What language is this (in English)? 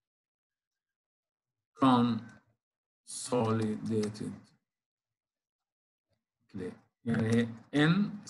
Arabic